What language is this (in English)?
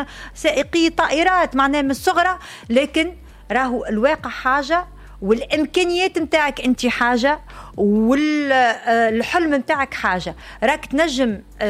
Tunisian Arabic